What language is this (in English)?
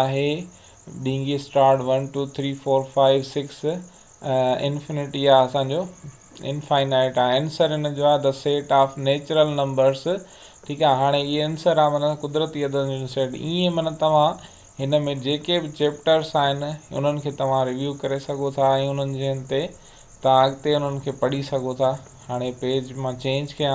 Sindhi